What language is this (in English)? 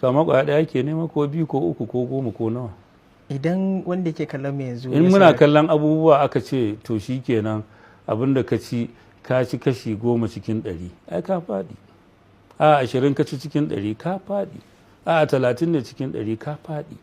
Hausa